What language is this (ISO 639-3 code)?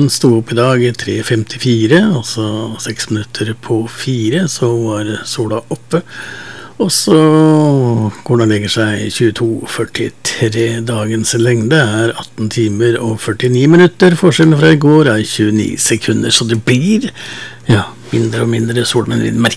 nor